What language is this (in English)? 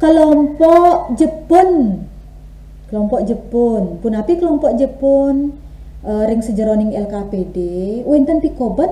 Balinese